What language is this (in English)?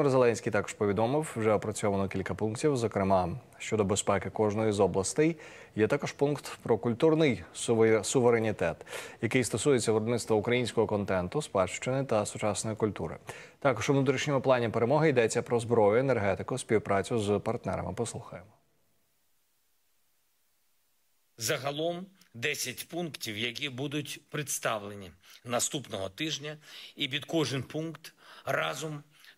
Ukrainian